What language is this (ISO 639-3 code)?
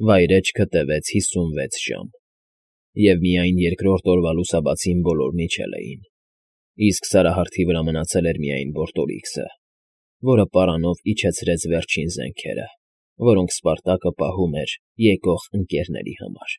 hye